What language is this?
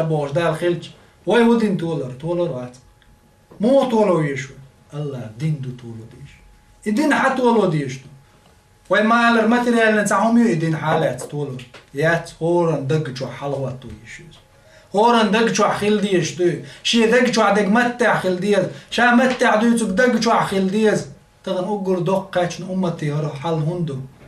Chechen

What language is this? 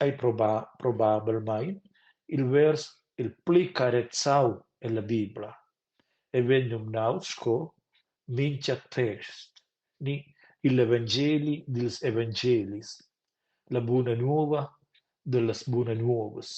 Romansh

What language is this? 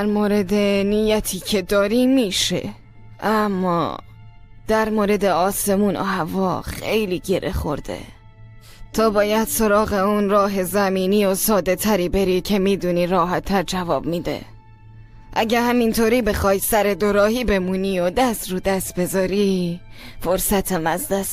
Persian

